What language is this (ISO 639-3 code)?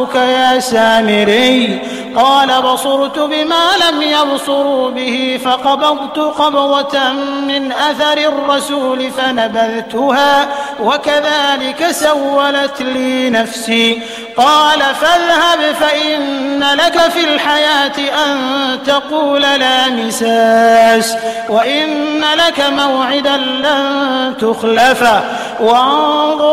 ara